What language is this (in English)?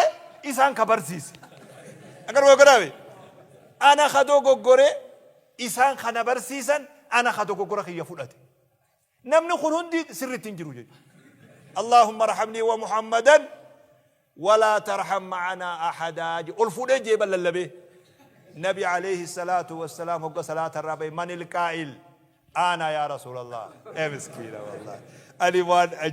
Oromo